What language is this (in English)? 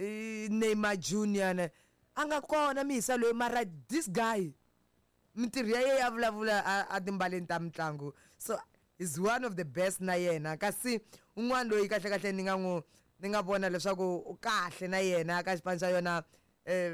Tsonga